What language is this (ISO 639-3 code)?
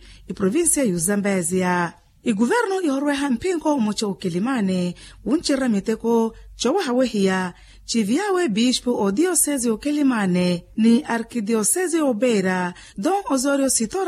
vmw